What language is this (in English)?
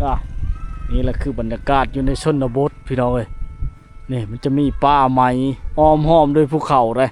Lao